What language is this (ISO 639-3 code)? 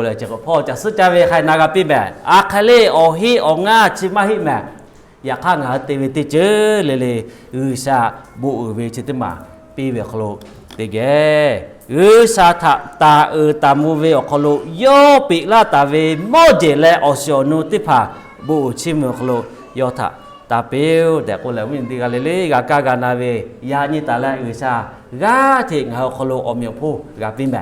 lhu